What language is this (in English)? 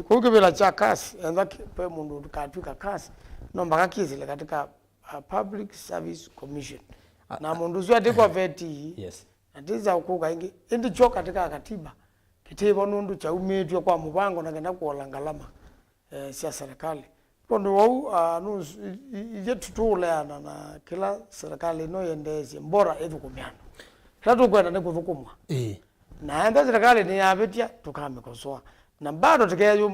Kamba